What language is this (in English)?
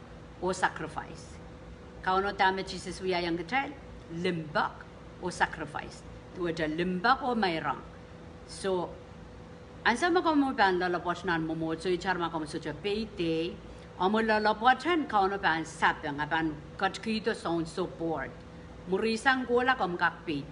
Pohnpeian